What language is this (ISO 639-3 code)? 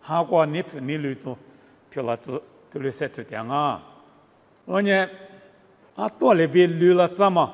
lis